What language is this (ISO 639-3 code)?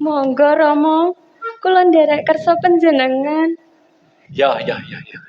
jav